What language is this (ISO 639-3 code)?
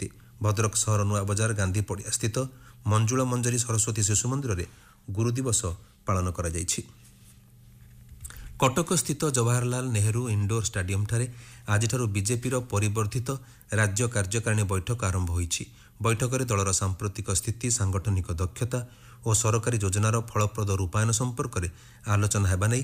ori